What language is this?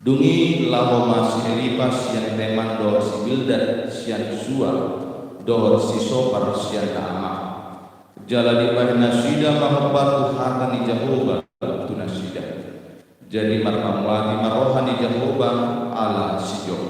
Batak Toba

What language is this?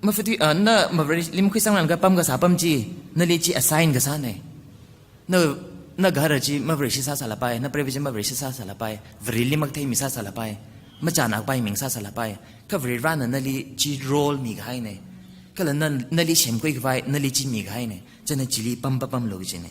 Tangkhul Naga (India)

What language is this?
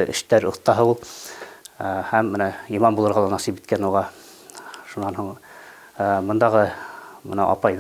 Bashkir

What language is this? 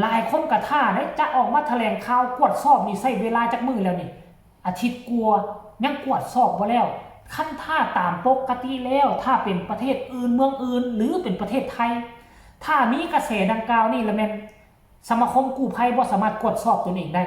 Northeastern Thai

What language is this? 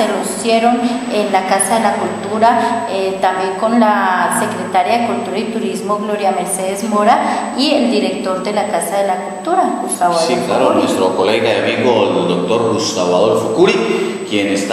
Spanish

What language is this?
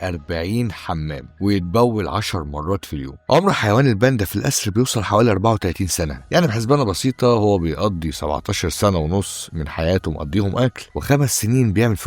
Egyptian Arabic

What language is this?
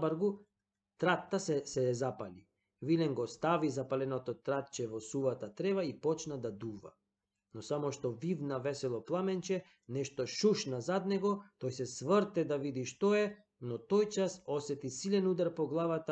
Macedonian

